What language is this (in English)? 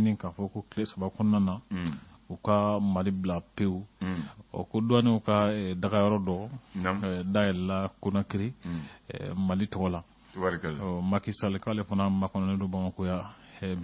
Bambara